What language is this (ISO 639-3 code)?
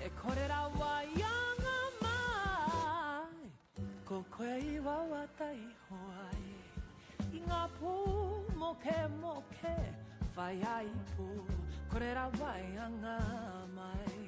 mri